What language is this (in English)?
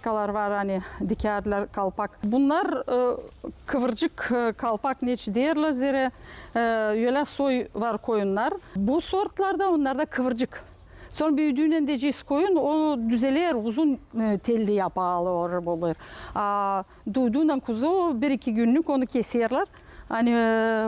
Gagauz